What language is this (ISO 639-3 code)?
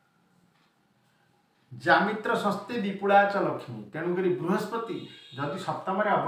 ori